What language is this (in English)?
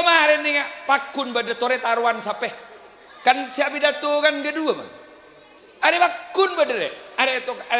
Madurese